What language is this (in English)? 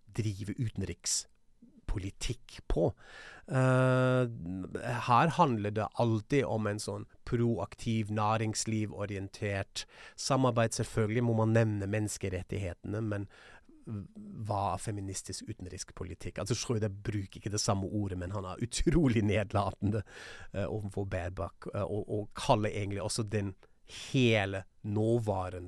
Norwegian